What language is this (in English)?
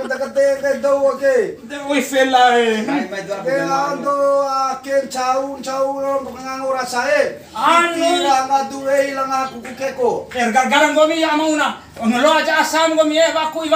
Bima